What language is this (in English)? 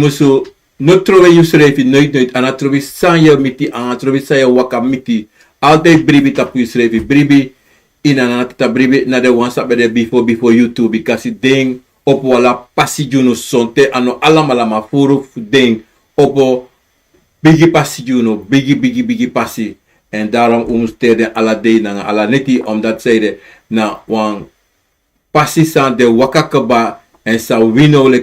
Sranan Tongo